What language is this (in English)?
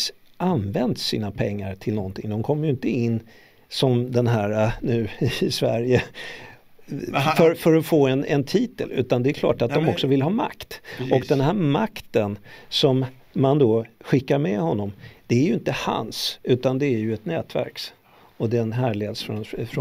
Swedish